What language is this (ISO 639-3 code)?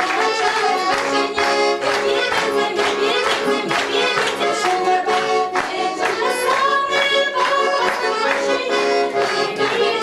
chv